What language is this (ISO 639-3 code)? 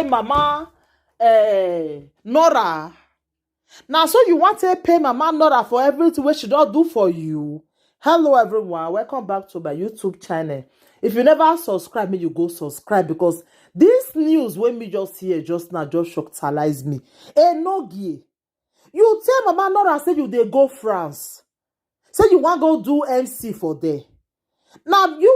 pcm